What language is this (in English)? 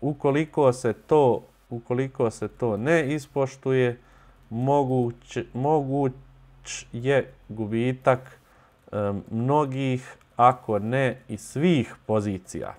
Bosnian